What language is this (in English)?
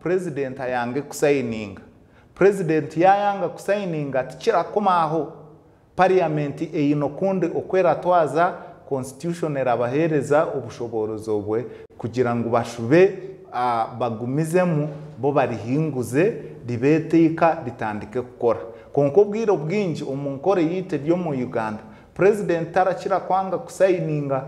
Nyankole